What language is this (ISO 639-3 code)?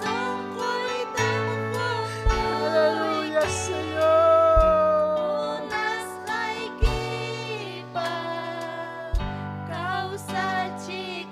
quy